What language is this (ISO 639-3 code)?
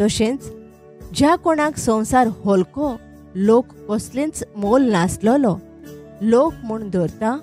kok